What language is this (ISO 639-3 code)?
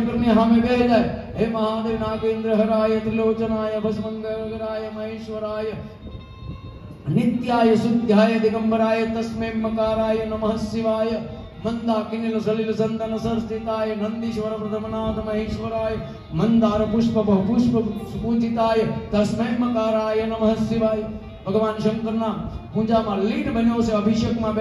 guj